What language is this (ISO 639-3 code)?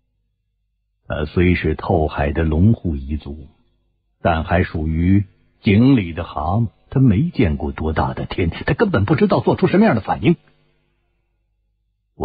zho